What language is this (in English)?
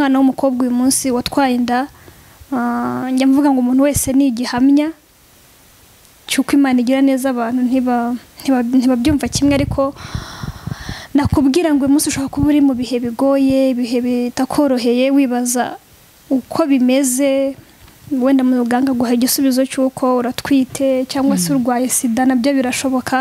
Kinyarwanda